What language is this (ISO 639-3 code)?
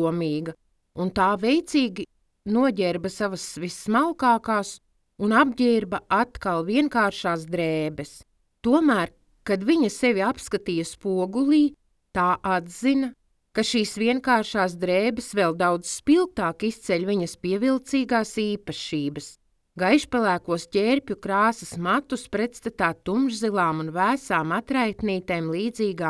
lav